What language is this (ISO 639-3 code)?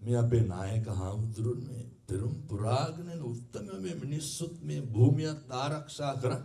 sin